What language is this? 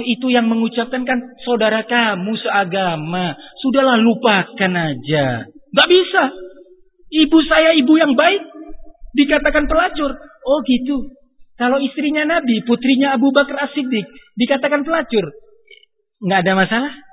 Indonesian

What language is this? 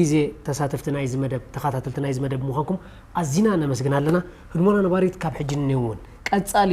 Tigrinya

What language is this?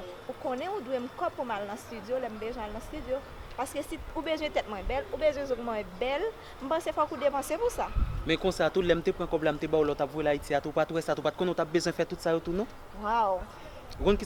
Haitian Creole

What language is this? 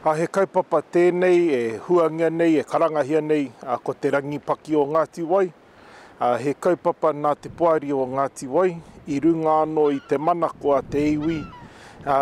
Māori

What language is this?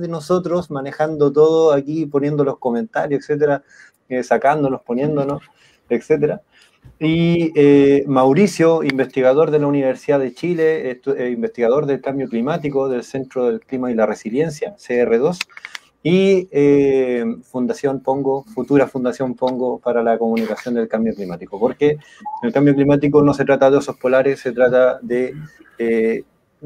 Spanish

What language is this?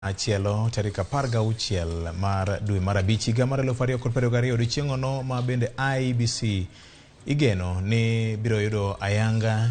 Luo (Kenya and Tanzania)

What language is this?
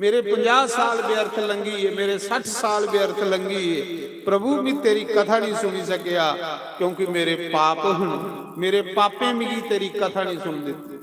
Dogri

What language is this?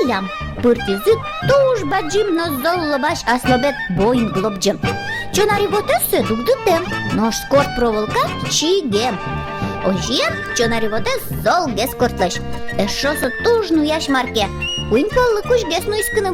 Udmurt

